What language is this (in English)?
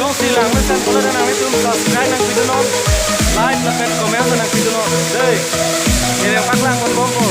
Karbi